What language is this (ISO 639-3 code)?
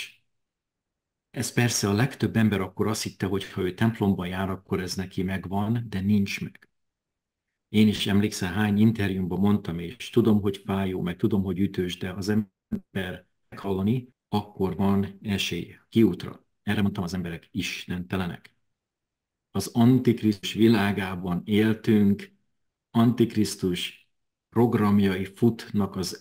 hun